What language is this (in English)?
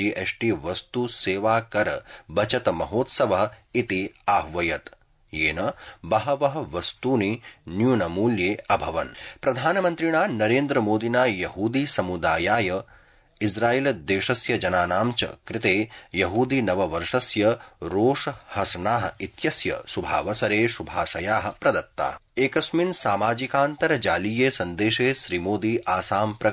Sanskrit